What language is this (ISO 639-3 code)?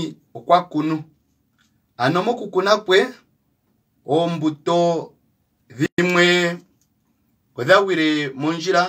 kua